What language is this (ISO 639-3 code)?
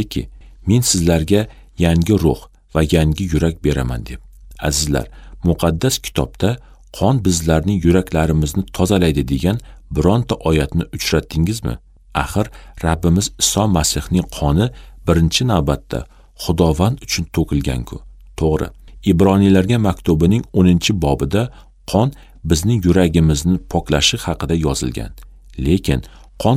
uzb